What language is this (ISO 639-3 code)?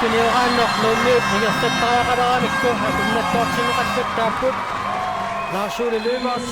kal